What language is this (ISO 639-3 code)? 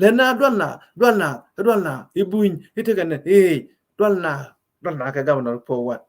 nus